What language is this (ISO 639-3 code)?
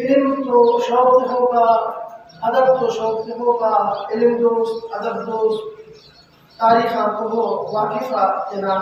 brh